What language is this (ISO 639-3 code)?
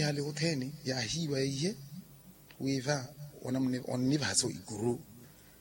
vmw